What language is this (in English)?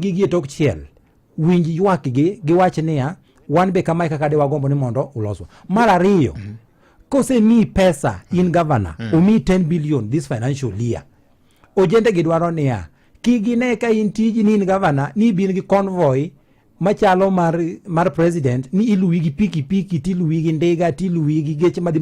Luo (Kenya and Tanzania)